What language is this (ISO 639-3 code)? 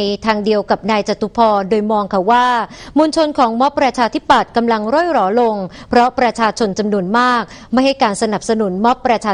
tha